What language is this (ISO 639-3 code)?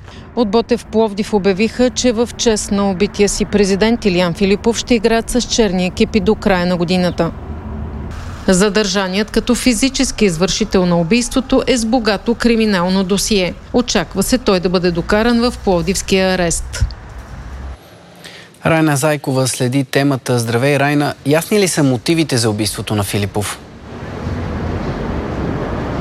bul